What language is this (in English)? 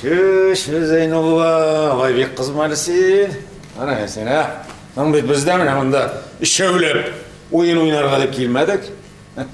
Tatar